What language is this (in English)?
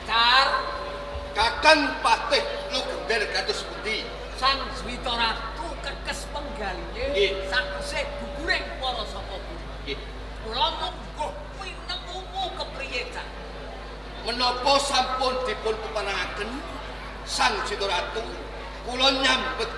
Javanese